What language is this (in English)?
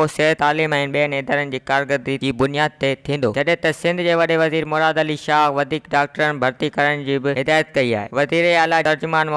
Sindhi